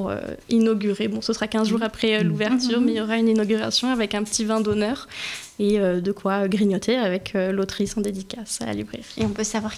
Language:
French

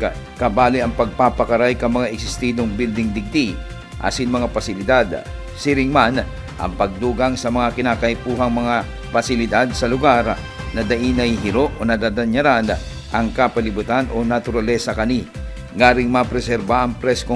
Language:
Bikol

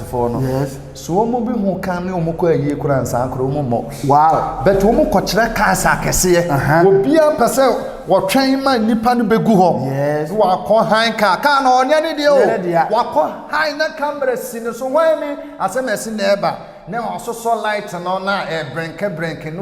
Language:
Akan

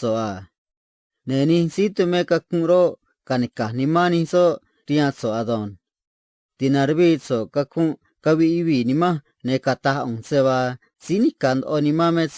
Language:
Copala Triqui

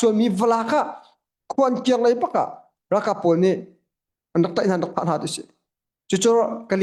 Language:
Hakha Chin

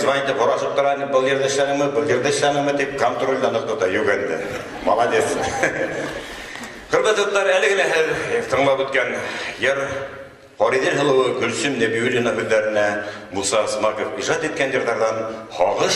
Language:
Bashkir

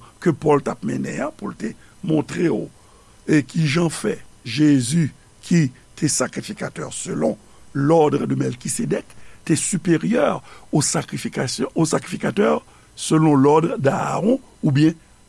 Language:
Haitian Creole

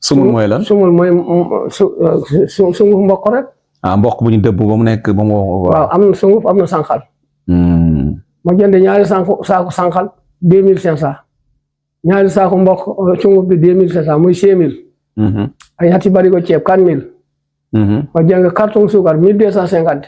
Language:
Wolof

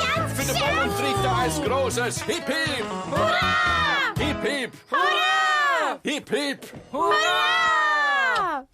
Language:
Swiss German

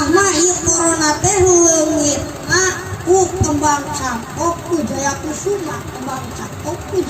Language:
Sundanese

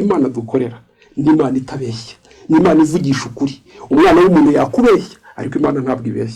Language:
Kinyarwanda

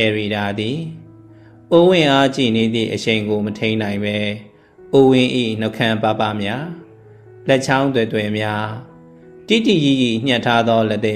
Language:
Burmese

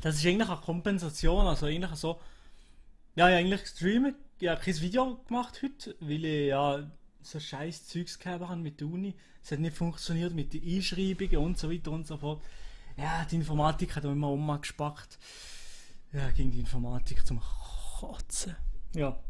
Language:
Swiss German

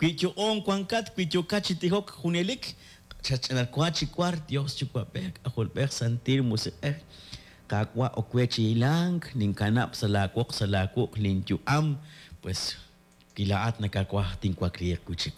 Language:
Kekchí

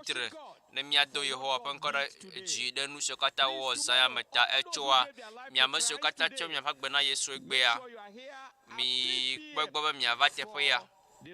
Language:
Ewe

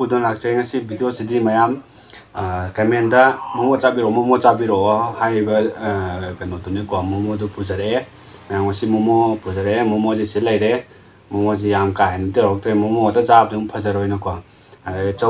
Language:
Manipuri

